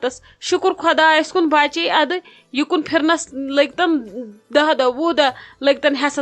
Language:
Kashmiri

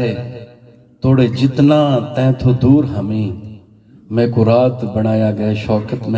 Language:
Saraiki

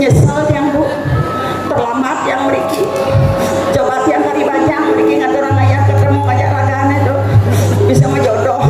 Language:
Balinese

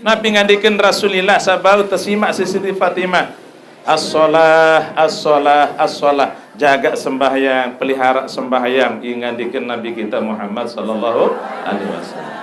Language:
Sasak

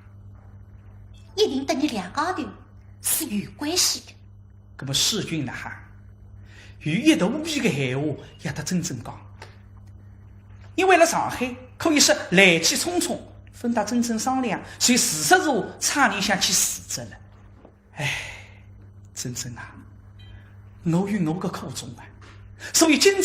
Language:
Wu Chinese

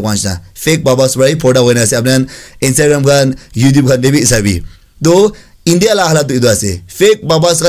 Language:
Naga Pidgin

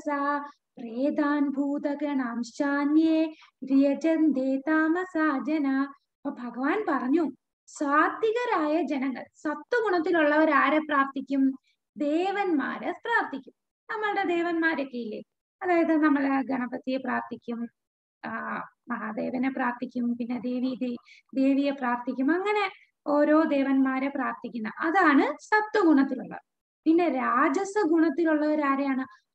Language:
Malayalam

